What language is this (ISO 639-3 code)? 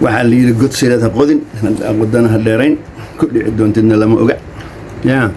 som